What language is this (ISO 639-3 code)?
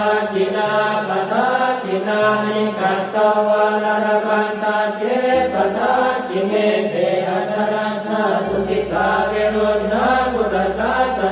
pli